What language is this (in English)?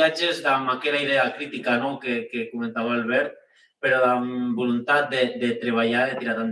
Occitan